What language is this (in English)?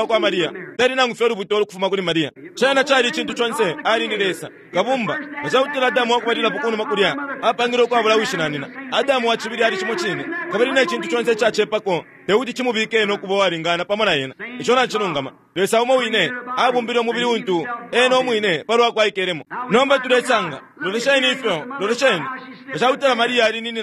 Bemba